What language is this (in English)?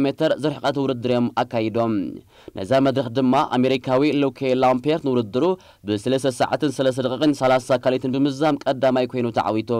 Tigrinya